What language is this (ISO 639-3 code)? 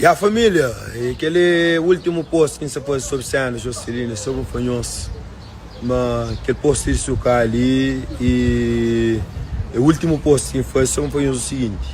kea